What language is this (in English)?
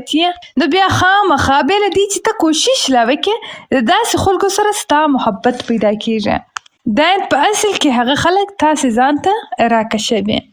Pashto